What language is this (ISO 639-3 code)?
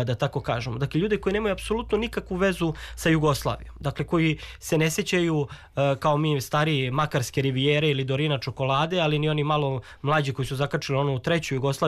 srp